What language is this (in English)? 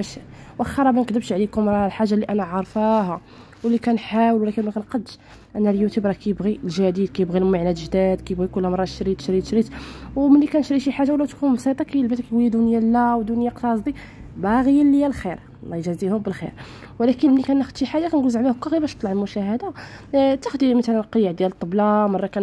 Moroccan Arabic